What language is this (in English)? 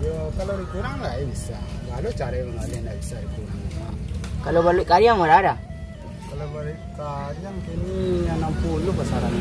Minangkabau